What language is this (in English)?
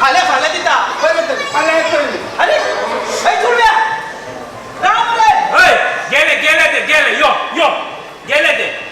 Konkani